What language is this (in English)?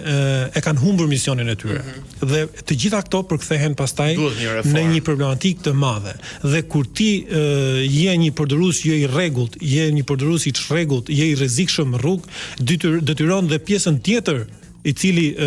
Albanian